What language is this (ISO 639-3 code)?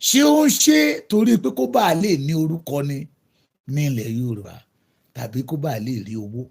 yor